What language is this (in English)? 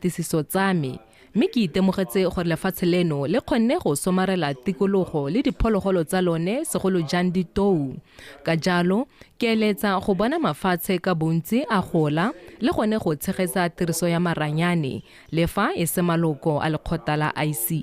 Tswana